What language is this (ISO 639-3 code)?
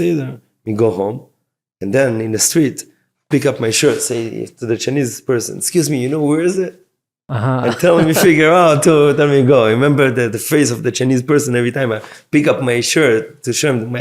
yid